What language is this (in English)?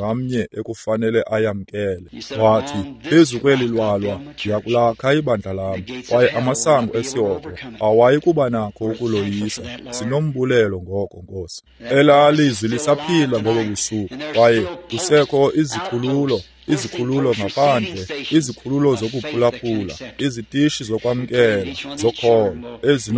Xhosa